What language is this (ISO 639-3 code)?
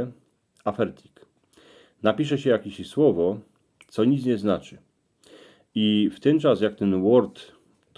szl